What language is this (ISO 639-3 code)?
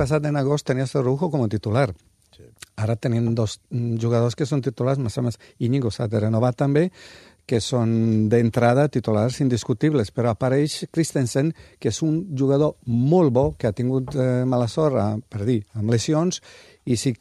cat